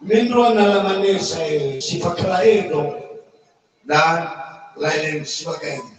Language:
Nias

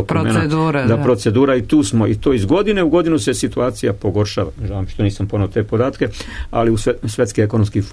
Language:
Serbian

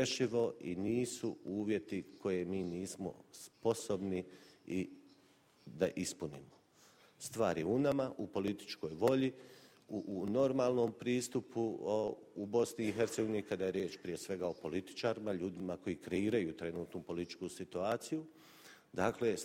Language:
Bosnian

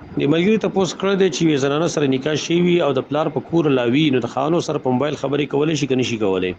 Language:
Pashto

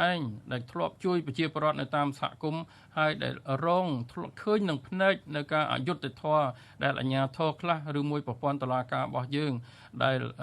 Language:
Khmer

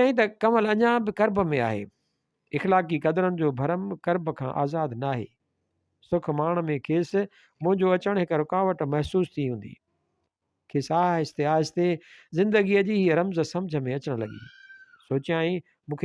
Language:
Sindhi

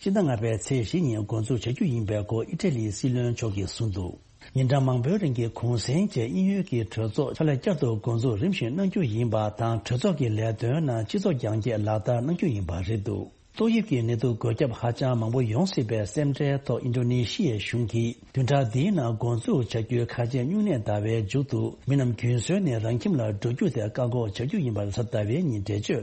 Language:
Tibetan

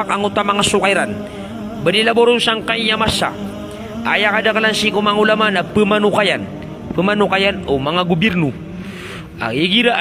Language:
Maranao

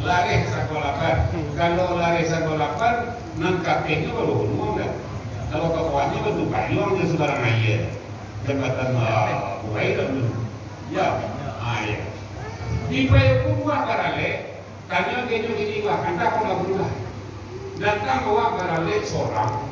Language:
Minangkabau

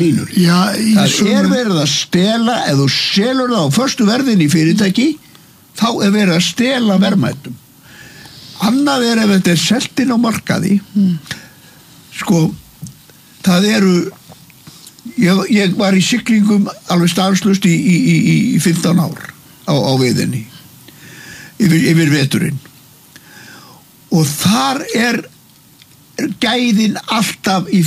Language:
Icelandic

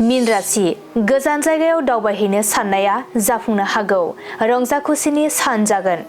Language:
Bodo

